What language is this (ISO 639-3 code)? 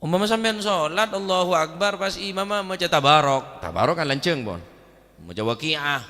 mad